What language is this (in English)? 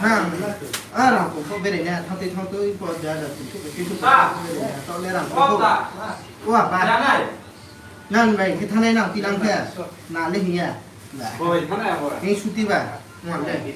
Riang (India)